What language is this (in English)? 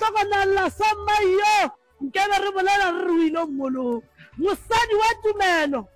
Northern Sotho